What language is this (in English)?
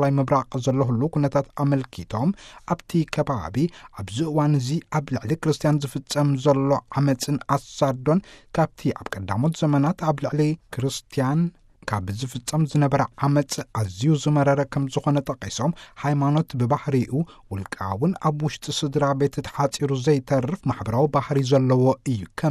Tigrinya